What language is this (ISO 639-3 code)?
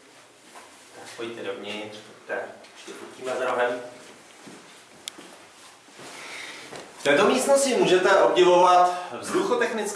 ces